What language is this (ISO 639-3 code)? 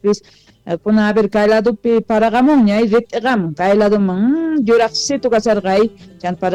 que